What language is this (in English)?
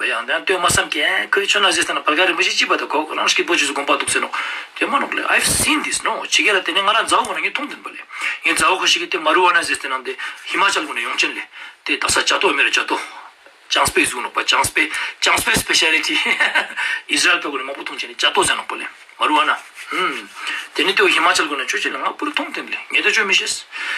Ladakhi